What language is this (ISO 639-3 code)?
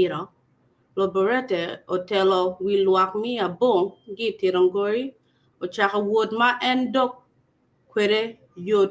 ach